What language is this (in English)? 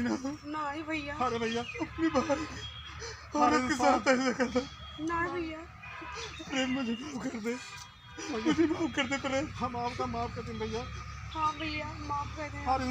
Awadhi